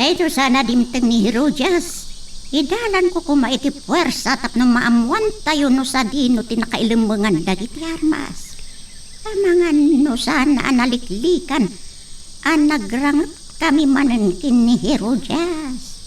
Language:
Iloko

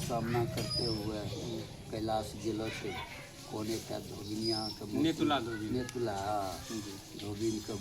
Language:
Angika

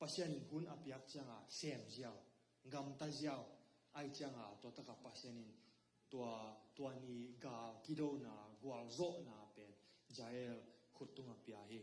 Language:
Tedim Chin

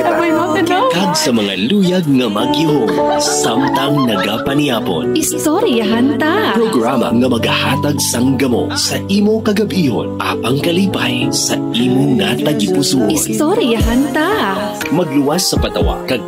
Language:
Hiligaynon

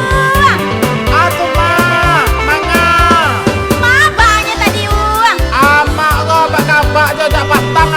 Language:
Minangkabau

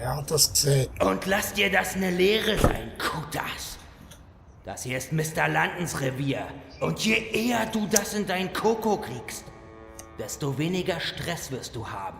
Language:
Swiss German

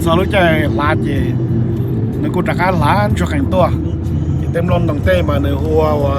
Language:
Hmong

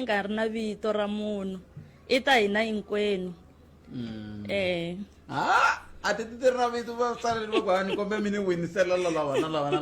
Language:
Tsonga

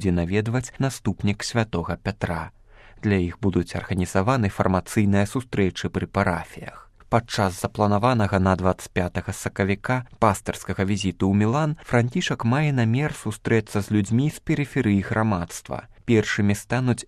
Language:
Belarusian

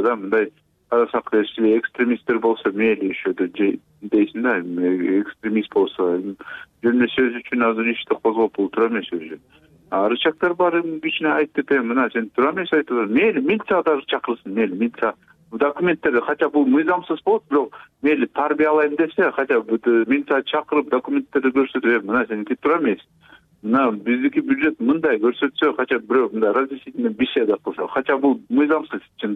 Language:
Kyrgyz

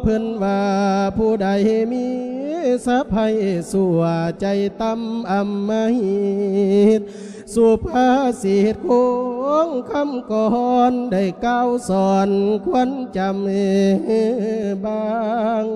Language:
Lao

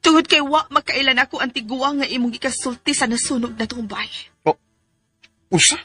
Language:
Cebuano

